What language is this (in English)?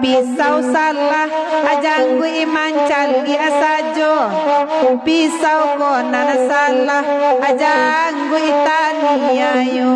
Minangkabau